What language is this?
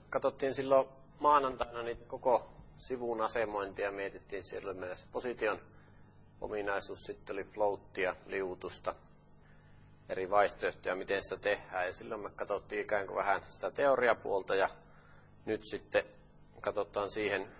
Finnish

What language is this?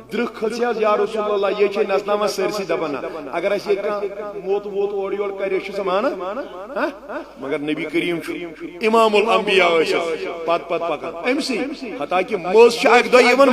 Kashmiri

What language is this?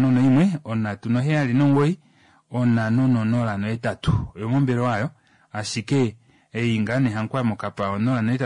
Kuanyama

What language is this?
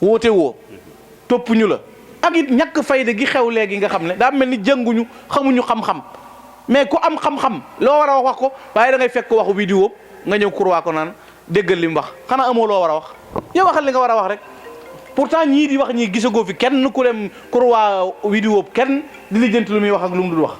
Wolof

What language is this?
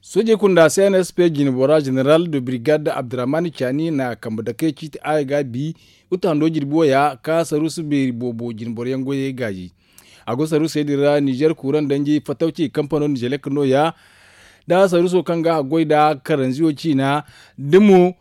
Zarma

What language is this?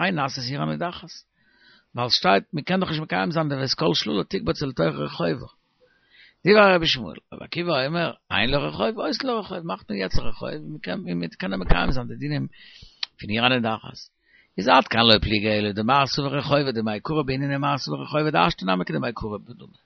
Yiddish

